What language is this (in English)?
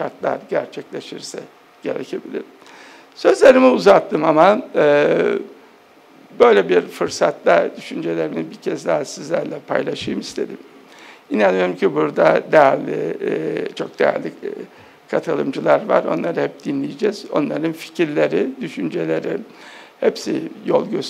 Turkish